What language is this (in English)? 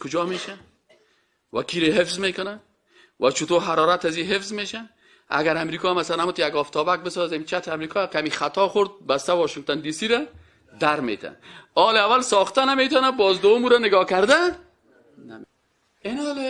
Persian